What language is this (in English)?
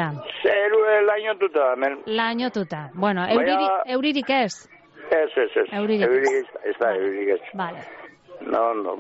Basque